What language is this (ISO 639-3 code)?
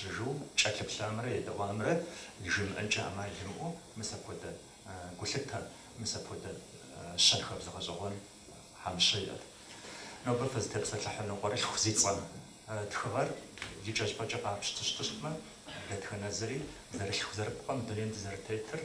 kbd